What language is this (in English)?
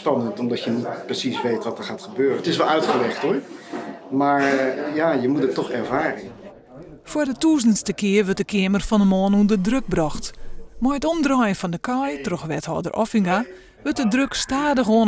Western Frisian